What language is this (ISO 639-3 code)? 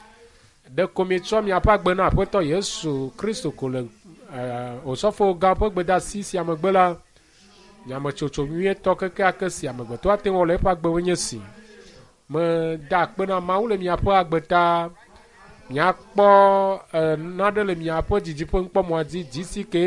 ewe